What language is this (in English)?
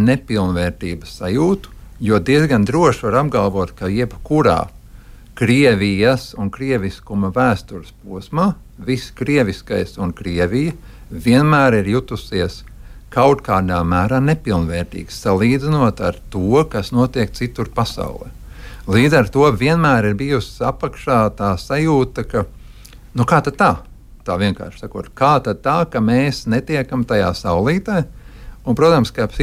Latvian